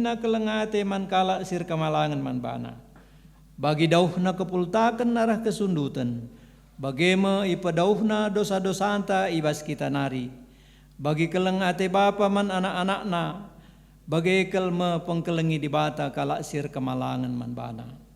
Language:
Batak Karo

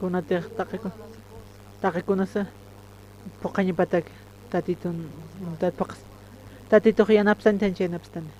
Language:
Aymara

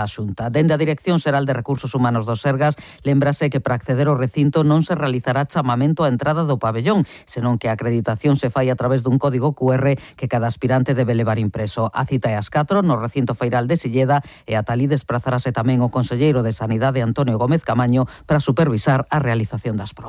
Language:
Galician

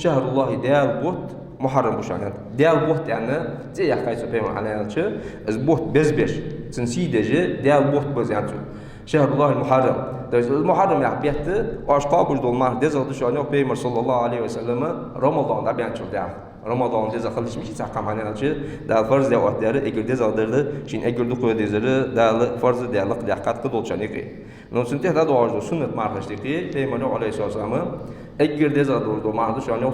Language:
Ingush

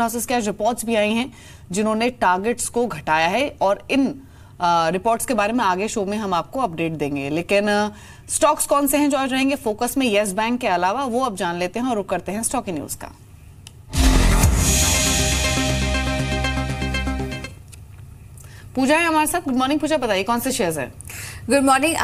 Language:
Hindi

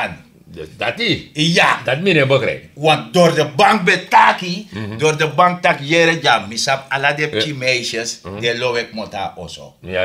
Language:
Sranan Tongo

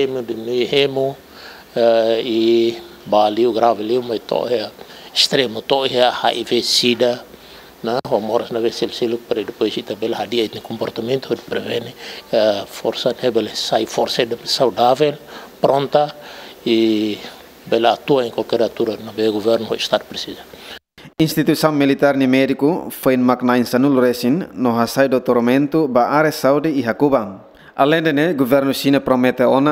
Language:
Tetum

